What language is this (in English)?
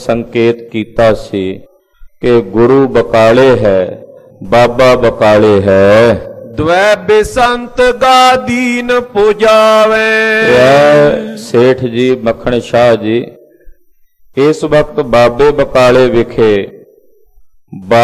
Punjabi